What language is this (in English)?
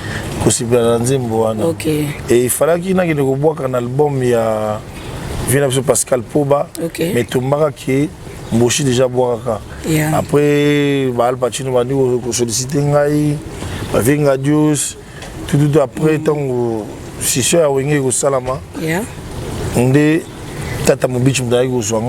Lingala